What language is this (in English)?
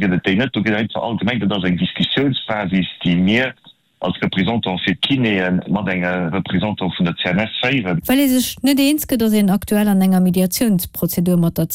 Luxembourgish